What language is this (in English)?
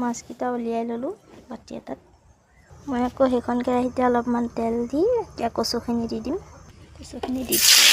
Assamese